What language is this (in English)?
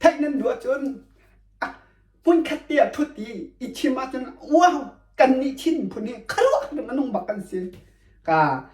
Hakha Chin